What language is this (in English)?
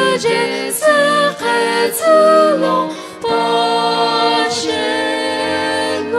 Sumi Naga